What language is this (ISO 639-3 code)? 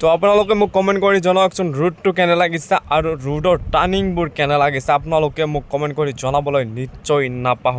asm